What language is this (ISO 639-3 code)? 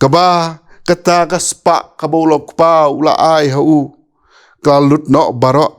kha